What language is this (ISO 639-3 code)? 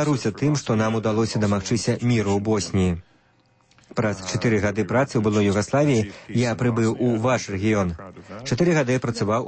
bel